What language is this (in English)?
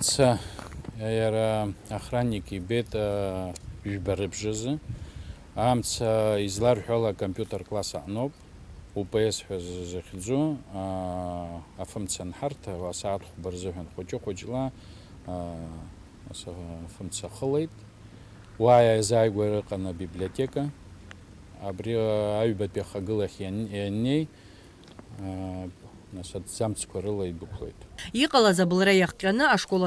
Abkhazian